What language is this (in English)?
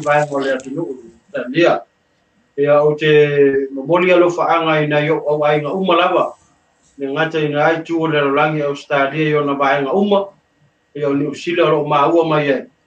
Samoan